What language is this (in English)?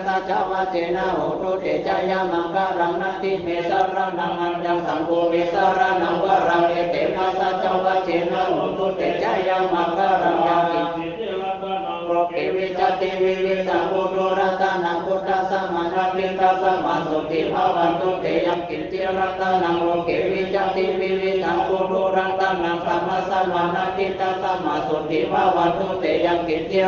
Pali